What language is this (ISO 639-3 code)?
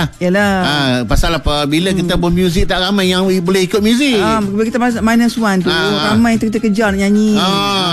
msa